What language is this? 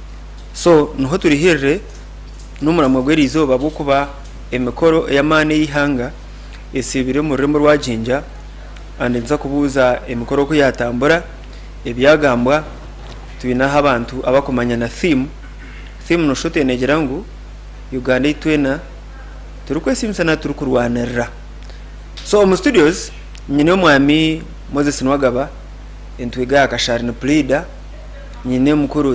Nyankole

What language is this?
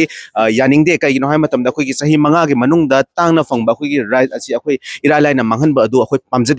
Manipuri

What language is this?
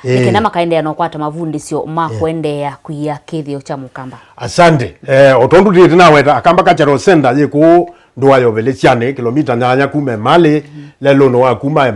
Kamba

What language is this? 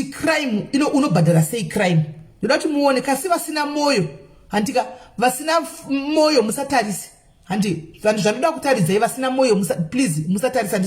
Shona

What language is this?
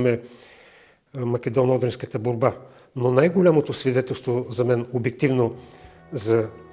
Bulgarian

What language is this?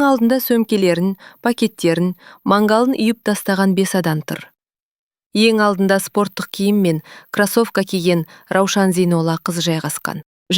Kazakh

